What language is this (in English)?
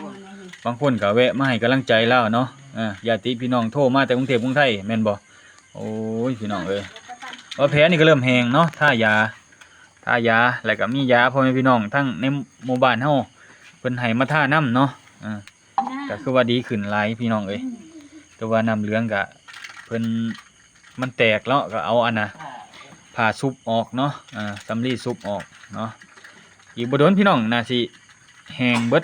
Lao